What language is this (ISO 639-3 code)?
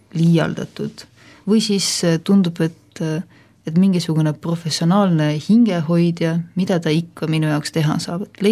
est